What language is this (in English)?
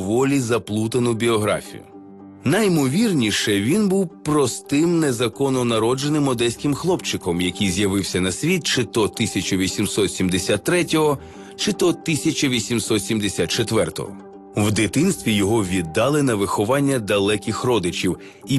Ukrainian